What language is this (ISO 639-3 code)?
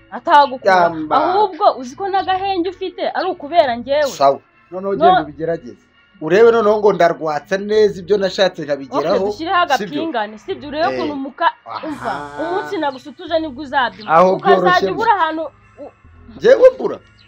kin